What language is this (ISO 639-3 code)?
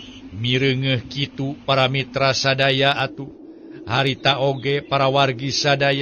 sun